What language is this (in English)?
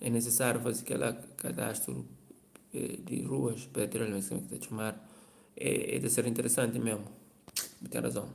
Kabuverdianu